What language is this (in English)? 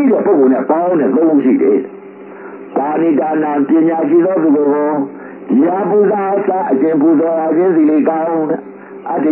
Burmese